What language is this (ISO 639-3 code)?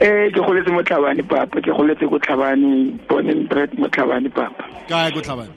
tsn